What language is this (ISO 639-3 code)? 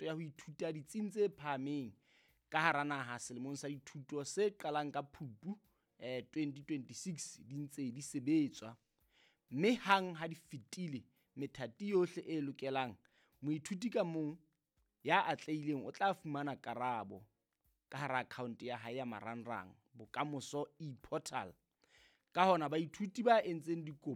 sot